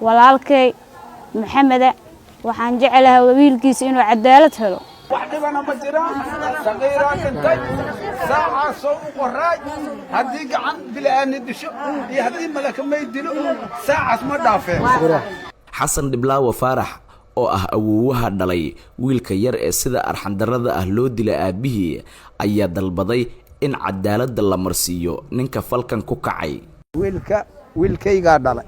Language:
Somali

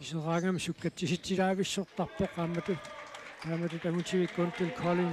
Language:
Kalaallisut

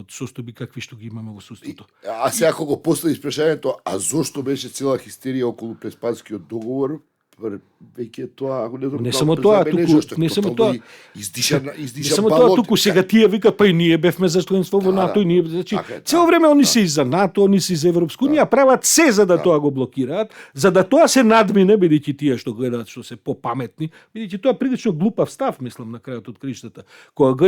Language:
Macedonian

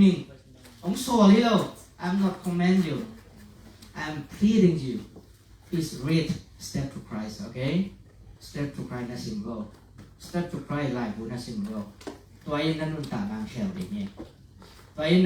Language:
Tedim Chin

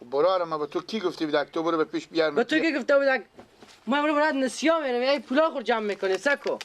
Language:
Persian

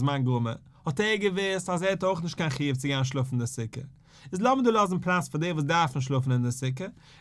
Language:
Yiddish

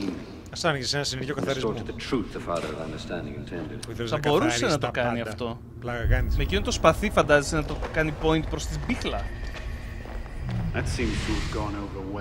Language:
Greek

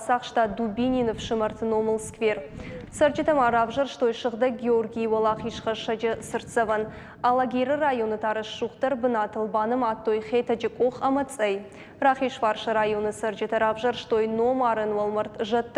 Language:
Ossetic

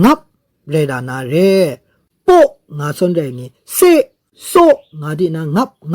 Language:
Kachin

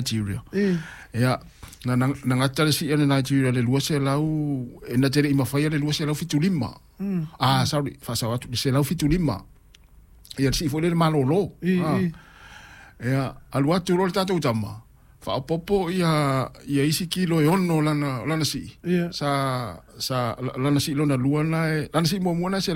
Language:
Samoan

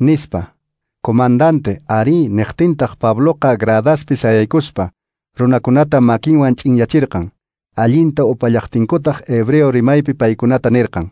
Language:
Quechua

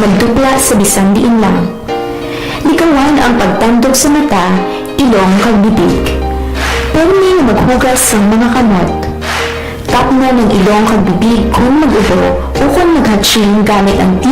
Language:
Hiligaynon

